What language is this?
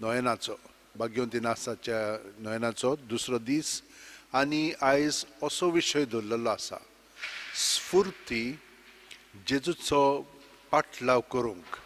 Konkani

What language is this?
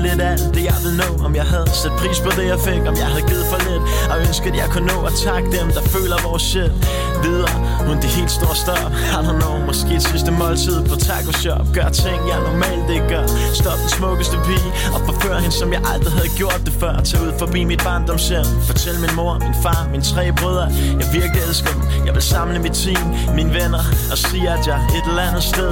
Danish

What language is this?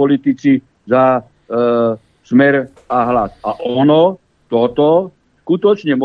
Slovak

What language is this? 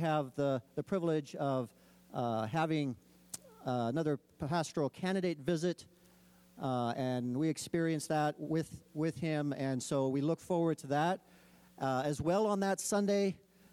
English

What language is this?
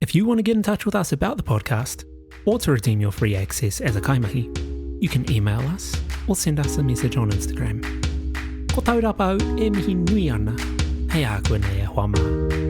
Māori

